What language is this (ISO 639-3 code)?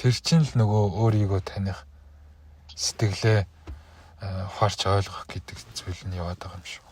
mon